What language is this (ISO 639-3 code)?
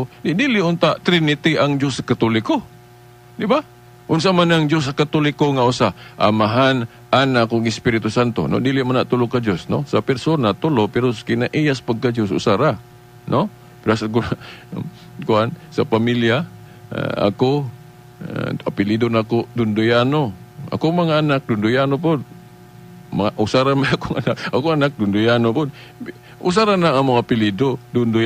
ceb